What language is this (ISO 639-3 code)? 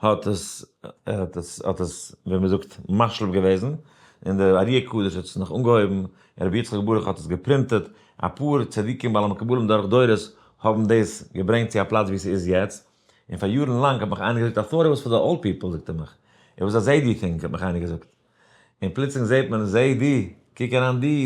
yid